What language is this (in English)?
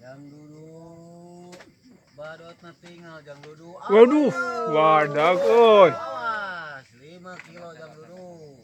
Sundanese